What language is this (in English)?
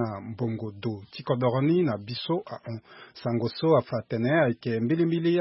Sango